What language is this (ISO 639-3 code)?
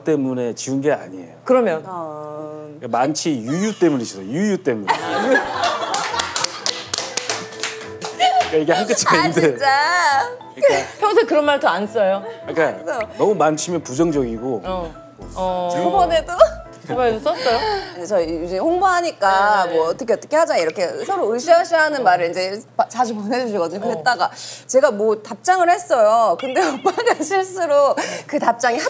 kor